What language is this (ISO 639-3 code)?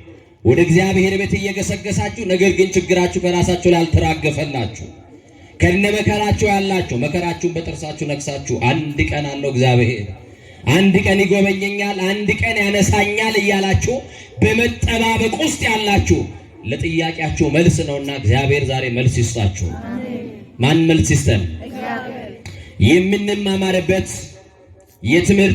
amh